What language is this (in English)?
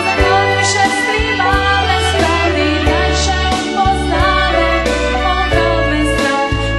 Rusyn